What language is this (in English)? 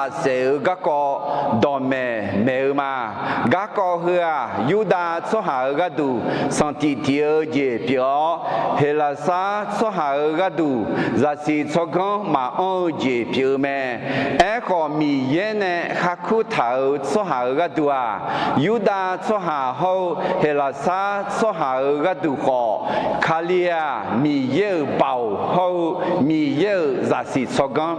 Akha